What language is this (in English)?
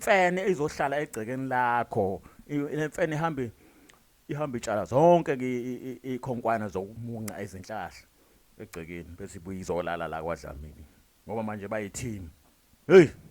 Zulu